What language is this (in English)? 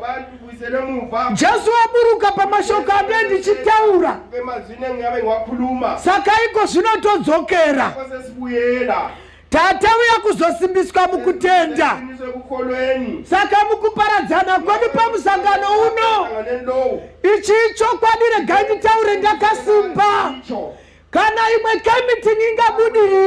Shona